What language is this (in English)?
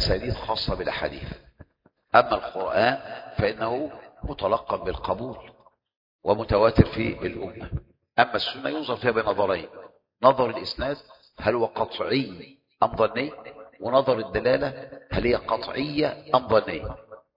Arabic